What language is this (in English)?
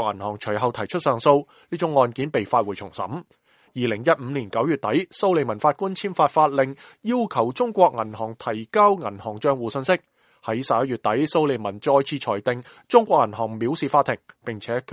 Cantonese